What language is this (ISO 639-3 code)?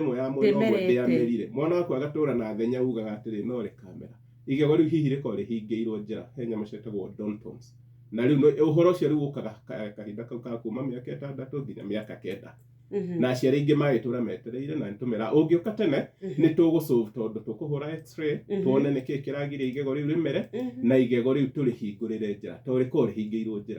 kik